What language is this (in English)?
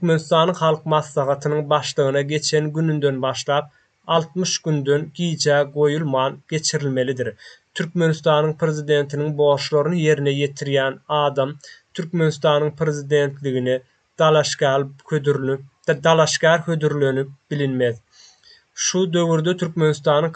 Turkmen